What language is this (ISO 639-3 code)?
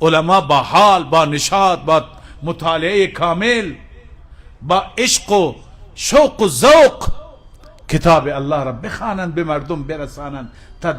fas